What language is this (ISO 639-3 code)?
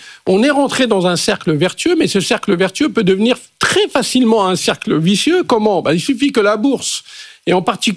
fra